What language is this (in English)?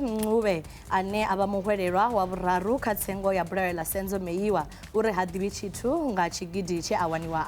Venda